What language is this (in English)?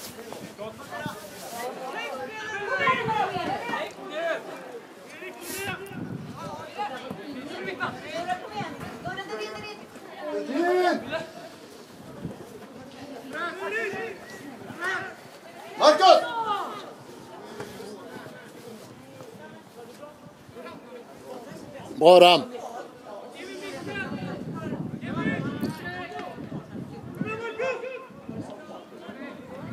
Swedish